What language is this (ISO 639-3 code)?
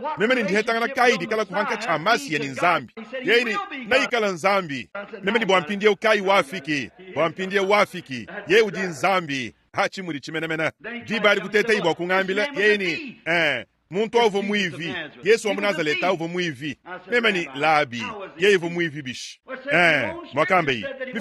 lua